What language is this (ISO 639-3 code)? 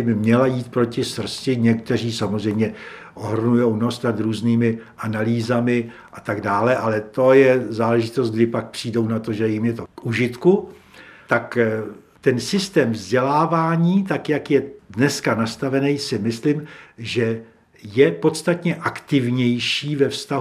ces